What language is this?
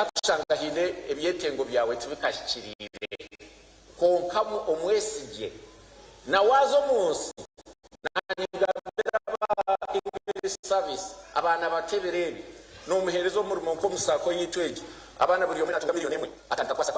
Nyankole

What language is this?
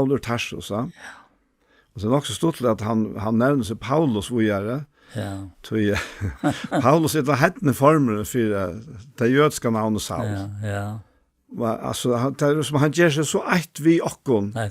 Faroese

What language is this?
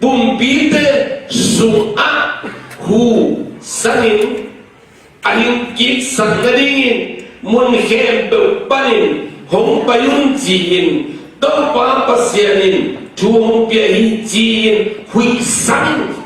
Tedim Chin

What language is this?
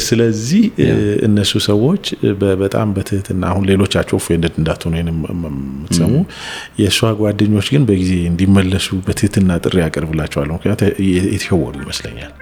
Amharic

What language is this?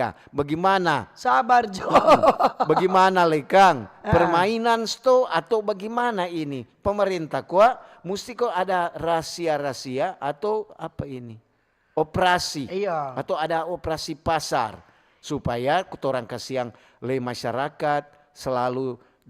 Manado Malay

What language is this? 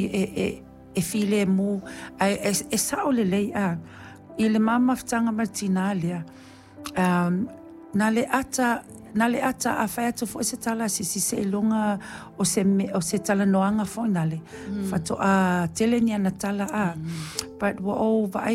Samoan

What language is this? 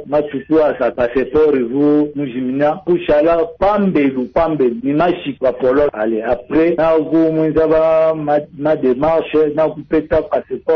Luba-Lulua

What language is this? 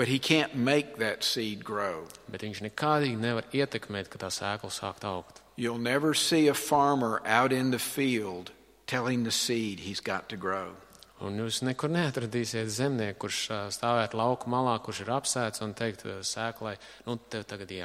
Latvian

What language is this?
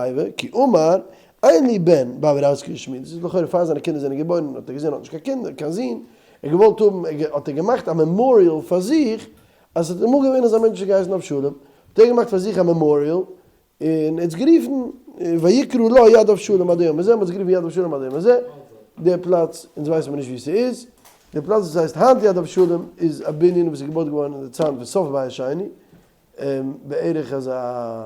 Yiddish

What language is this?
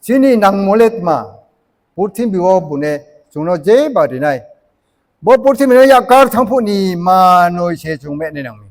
Riang (India)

